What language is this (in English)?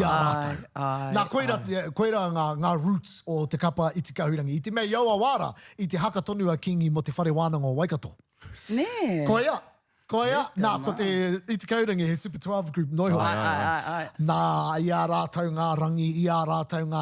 Māori